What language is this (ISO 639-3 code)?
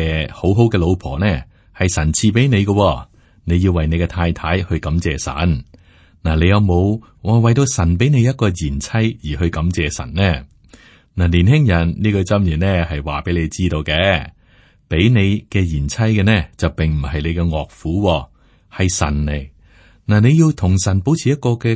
yue